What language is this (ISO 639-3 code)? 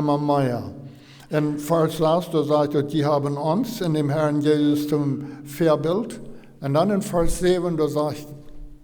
pdt